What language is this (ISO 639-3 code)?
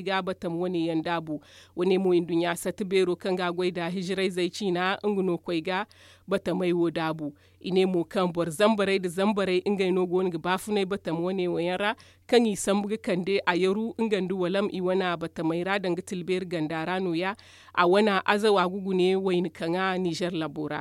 dje